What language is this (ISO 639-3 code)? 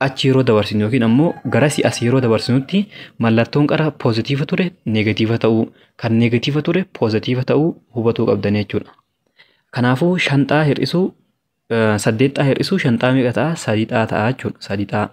orm